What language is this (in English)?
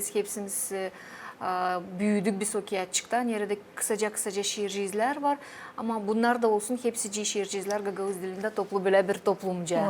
Gagauz